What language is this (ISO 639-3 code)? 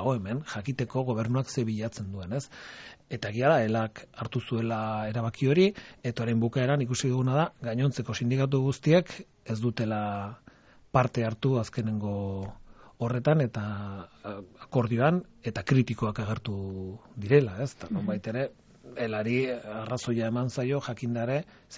eus